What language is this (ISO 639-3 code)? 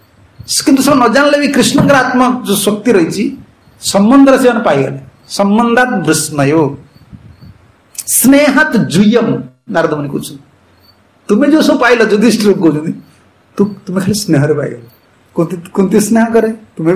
ori